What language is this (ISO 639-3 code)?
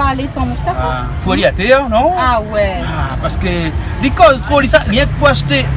rcf